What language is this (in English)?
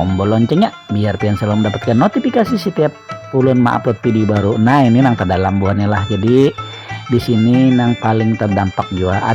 Banjar